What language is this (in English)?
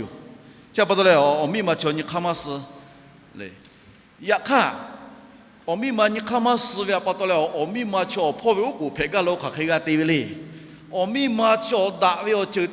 Lahu